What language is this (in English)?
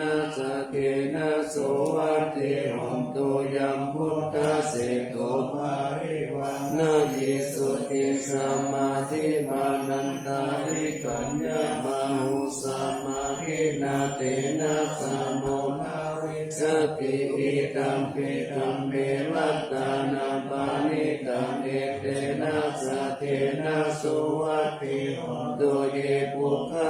Pali